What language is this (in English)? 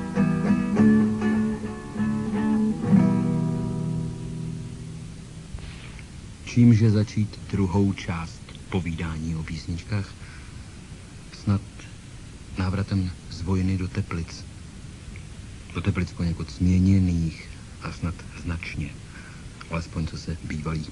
Czech